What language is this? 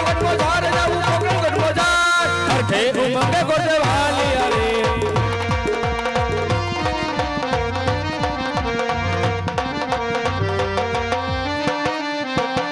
Gujarati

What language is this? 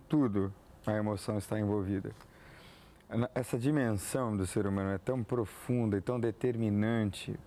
Portuguese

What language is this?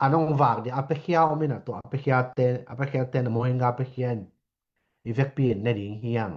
Tedim Chin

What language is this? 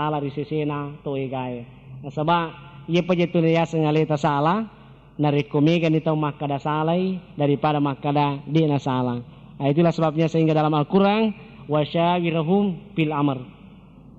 Buginese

